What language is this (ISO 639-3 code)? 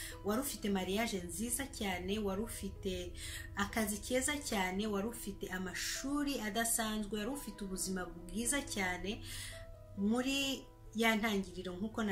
kin